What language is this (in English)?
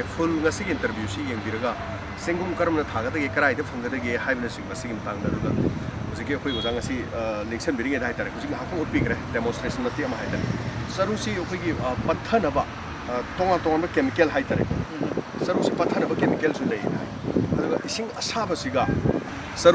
Manipuri